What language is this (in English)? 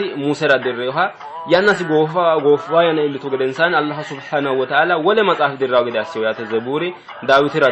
Sidamo